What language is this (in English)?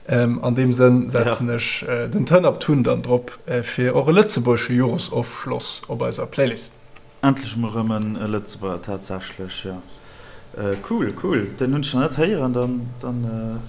Luxembourgish